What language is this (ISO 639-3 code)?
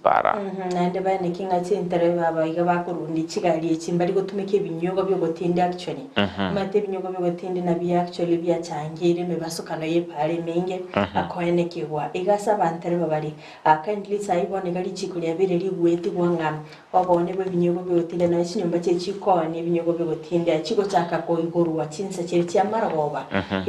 guz